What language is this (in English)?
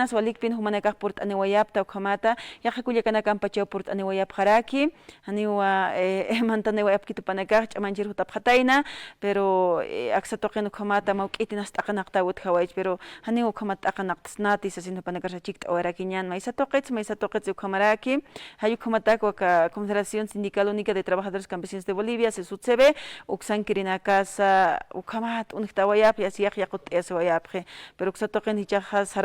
Aymara